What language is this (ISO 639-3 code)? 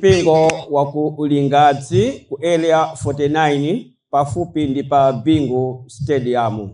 nya